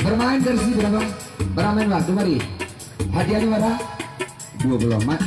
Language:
Minangkabau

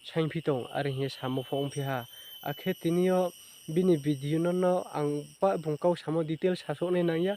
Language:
Riang (India)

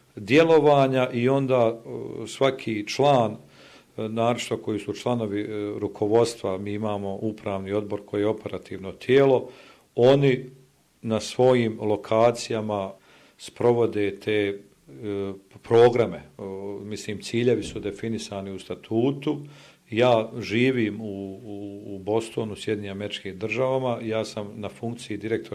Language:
Bosnian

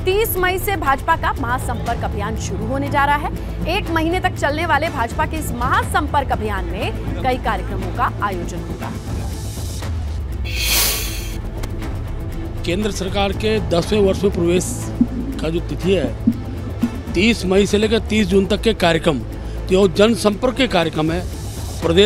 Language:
Hindi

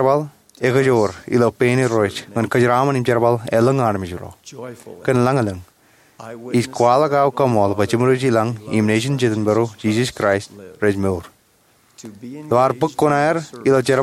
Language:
Marshallese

